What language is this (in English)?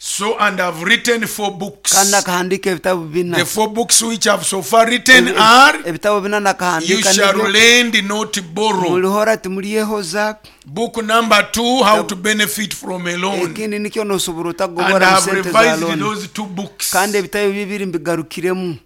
Nyoro